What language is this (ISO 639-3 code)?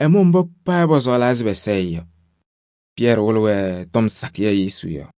kbp